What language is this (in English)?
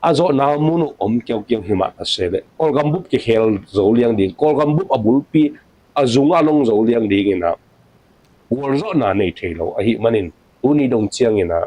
Tedim Chin